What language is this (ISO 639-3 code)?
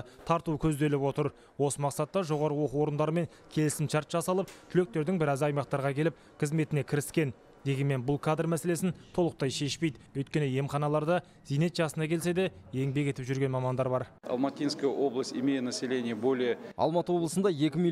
kaz